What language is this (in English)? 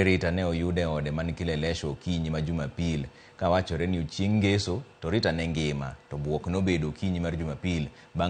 Luo (Kenya and Tanzania)